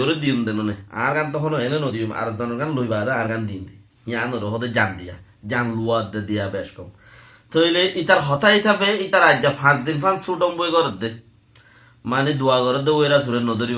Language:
Rohingya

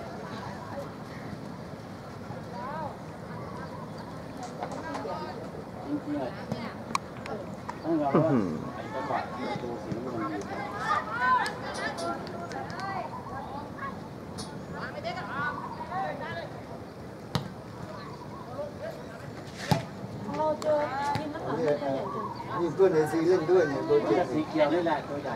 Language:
Thai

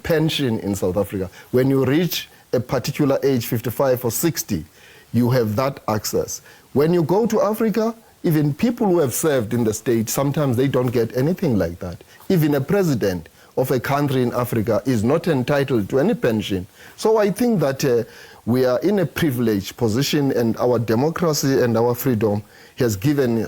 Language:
Venda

